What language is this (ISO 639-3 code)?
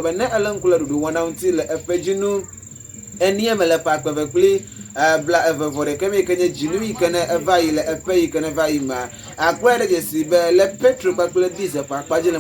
ewe